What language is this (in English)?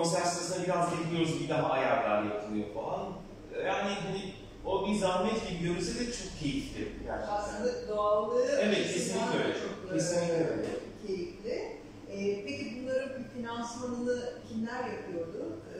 Turkish